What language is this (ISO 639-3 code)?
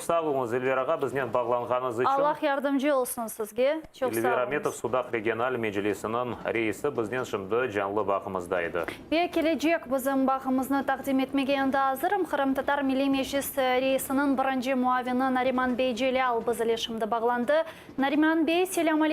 crh